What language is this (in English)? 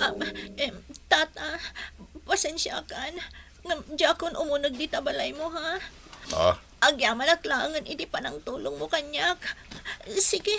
Iloko